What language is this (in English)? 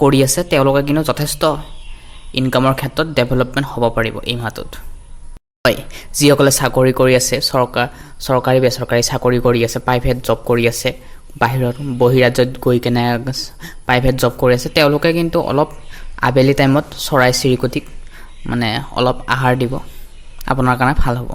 Assamese